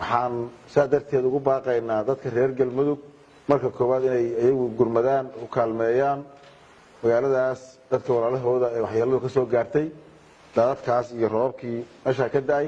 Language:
Somali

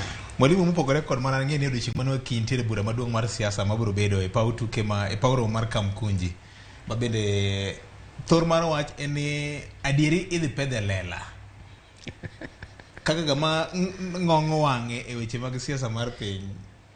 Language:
Luo (Kenya and Tanzania)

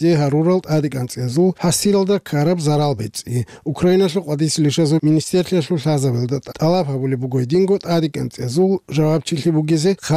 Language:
Avaric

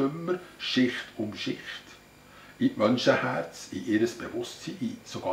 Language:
Swiss German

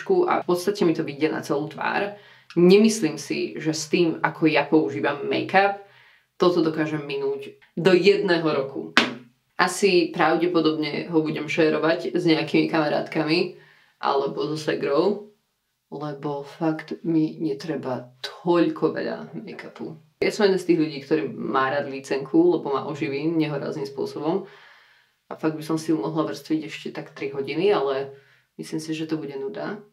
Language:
Slovak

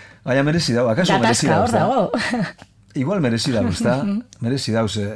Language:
Basque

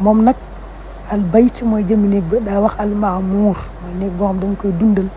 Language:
Wolof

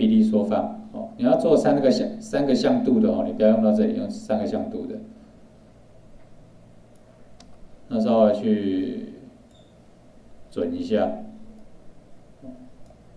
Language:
Chinese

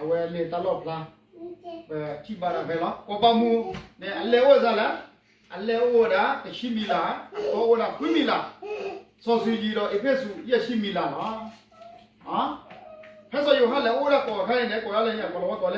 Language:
S'gaw Karen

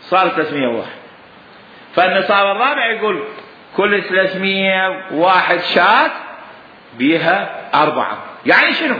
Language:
Mesopotamian Arabic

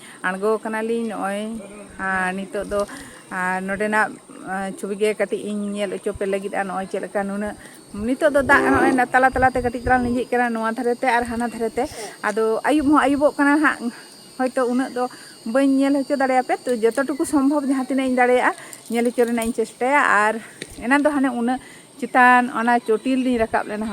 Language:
Santali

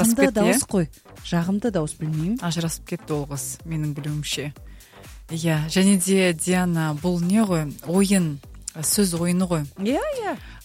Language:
Kazakh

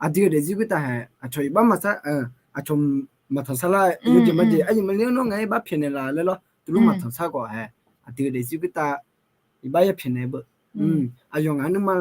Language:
Akha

